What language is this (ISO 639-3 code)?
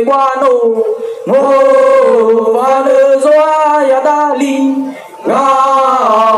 nia